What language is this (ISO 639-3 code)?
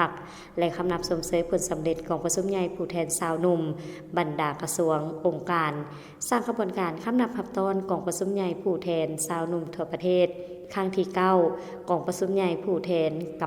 lao